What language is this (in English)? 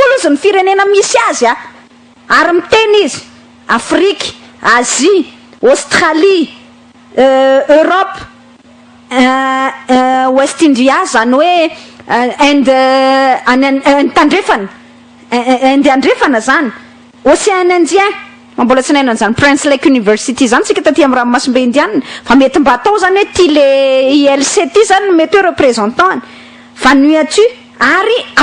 Malagasy